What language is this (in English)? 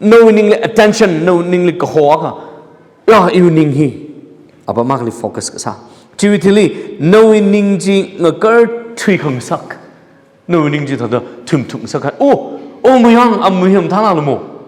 Tangkhul Naga (India)